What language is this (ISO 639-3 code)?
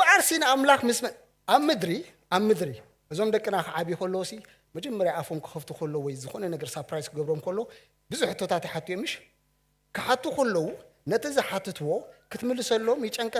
tir